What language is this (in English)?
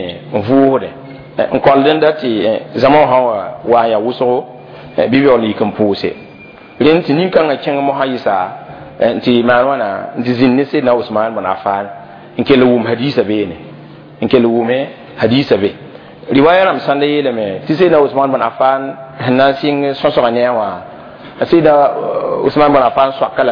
Mossi